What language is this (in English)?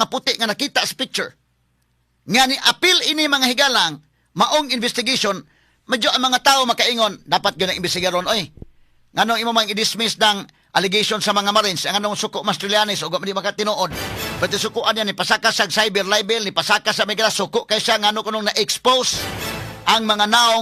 Cebuano